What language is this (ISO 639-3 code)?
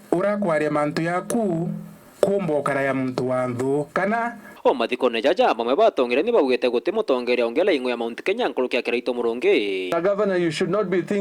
mer